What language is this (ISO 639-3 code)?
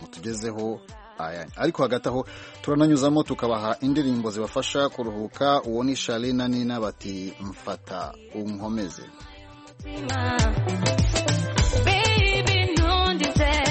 kin